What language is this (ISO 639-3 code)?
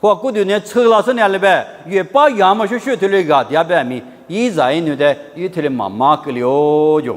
lis